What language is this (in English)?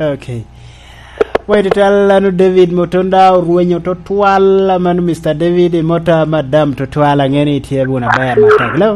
Lango (Uganda)